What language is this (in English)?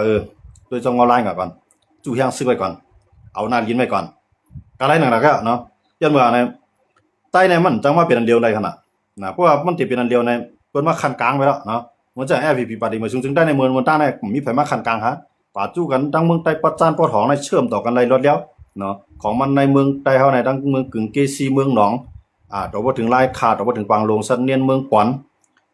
Shan